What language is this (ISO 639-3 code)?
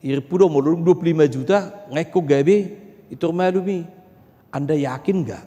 bbc